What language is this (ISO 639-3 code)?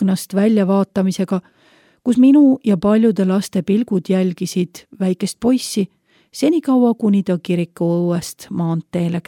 est